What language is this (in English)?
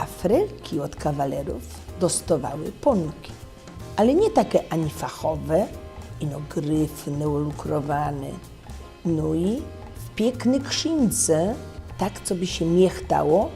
Silesian